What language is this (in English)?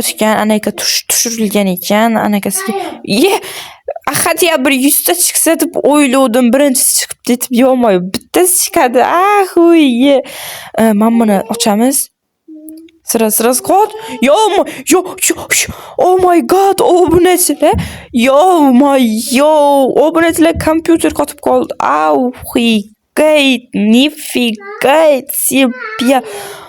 Uzbek